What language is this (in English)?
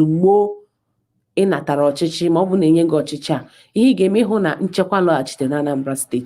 Igbo